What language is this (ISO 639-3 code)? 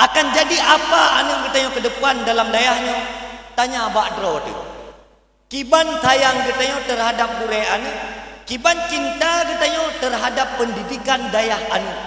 ace